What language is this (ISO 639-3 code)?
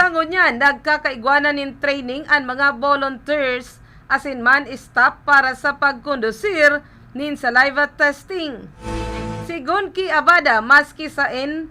bik